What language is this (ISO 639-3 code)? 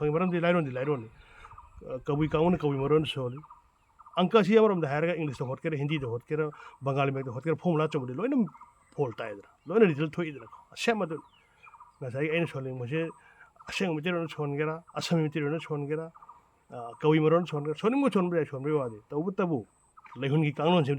mni